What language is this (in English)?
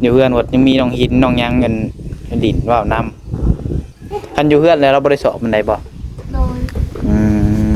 Northeastern Thai